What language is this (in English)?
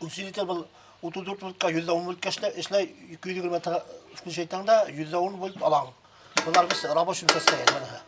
Bashkir